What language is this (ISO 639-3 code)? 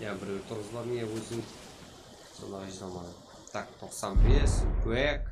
kaa